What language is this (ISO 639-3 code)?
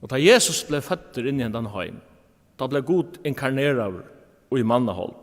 fao